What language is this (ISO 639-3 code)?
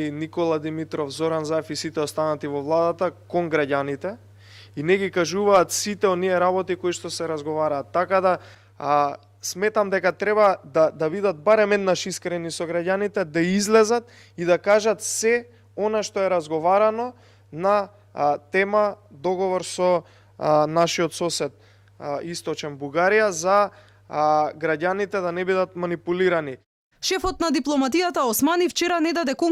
mkd